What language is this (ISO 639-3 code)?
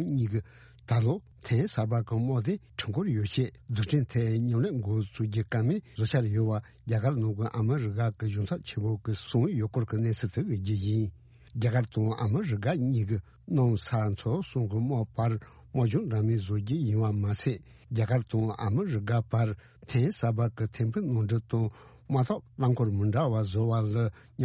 bod